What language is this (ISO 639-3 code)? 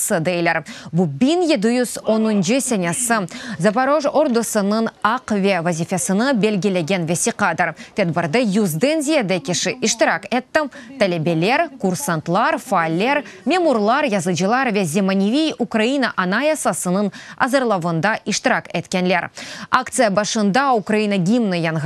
crh